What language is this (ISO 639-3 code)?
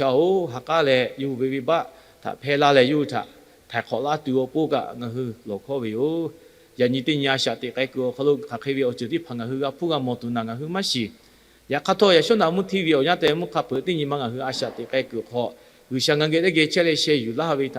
lhu